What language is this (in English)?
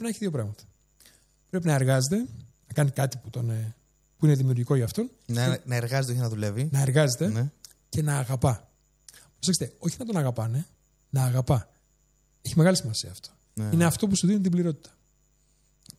Greek